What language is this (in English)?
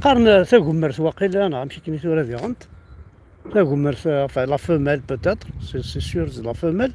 Kabyle